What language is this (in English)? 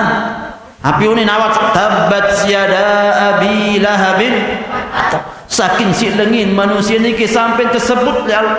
Sasak